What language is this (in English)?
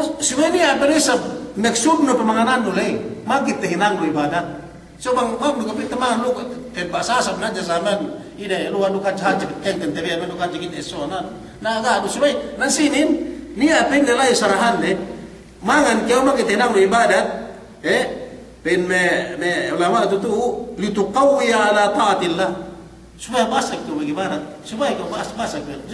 Yakan